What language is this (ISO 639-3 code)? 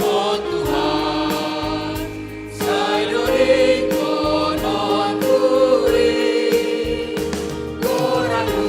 bts